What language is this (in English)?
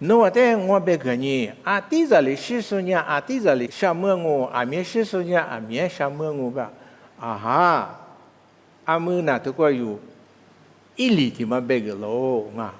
Lisu